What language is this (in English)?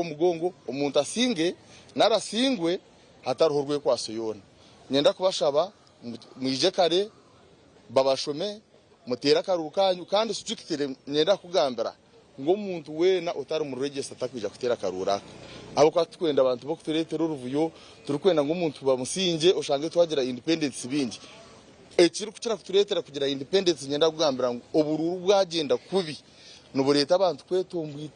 Nyankole